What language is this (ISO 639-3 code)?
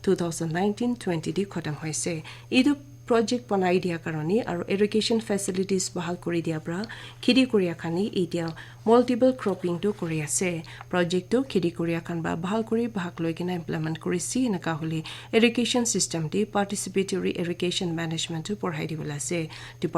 nag